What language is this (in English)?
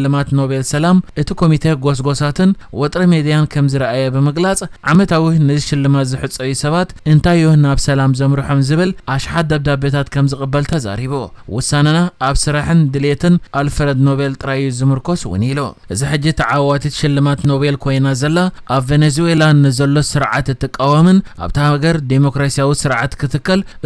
Tigrinya